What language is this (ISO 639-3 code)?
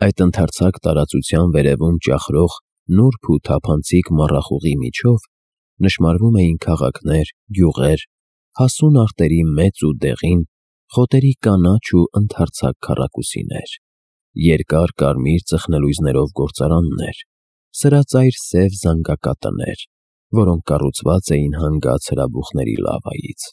hye